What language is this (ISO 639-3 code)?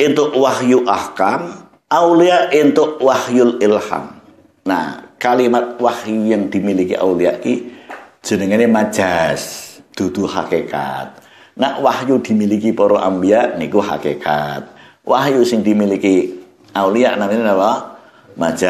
jav